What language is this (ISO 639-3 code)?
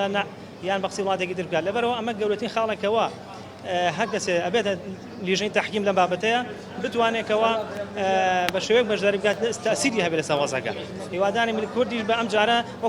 ckb